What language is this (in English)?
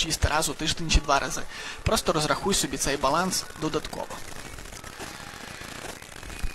Ukrainian